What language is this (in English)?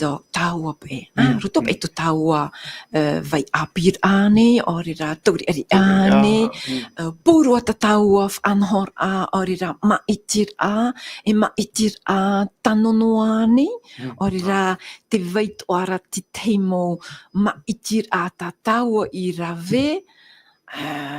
Tahitian